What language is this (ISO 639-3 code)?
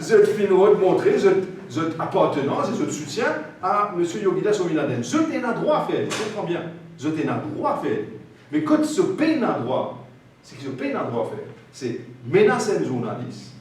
mfe